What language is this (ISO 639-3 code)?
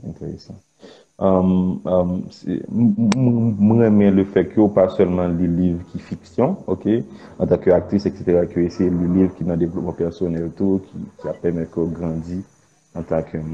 hat